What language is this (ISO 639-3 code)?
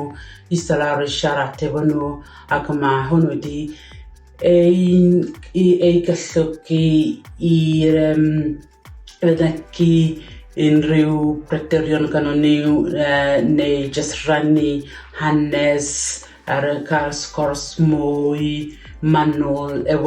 cym